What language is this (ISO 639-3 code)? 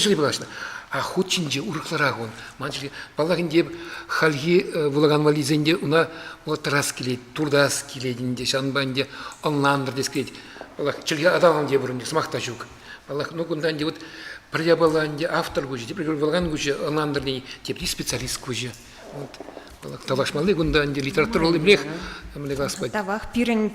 chv